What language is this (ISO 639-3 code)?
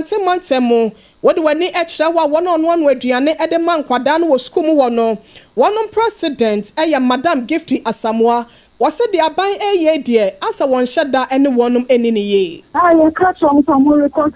aka